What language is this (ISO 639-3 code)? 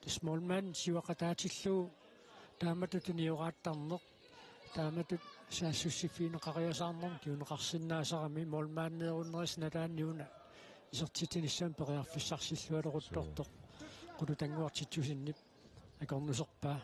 kal